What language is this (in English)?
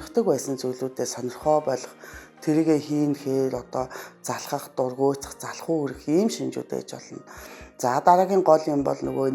Mongolian